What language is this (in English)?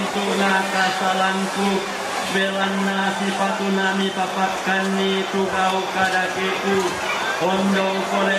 Toraja-Sa'dan